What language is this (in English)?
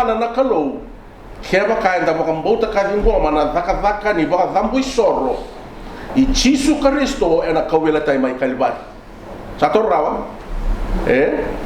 Fijian